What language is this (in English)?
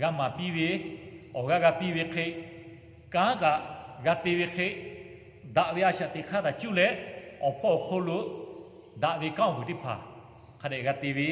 Lahu